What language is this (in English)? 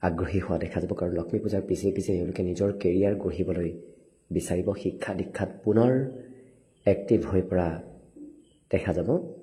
Assamese